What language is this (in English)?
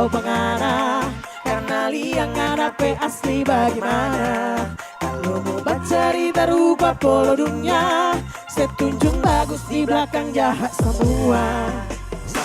Manado Malay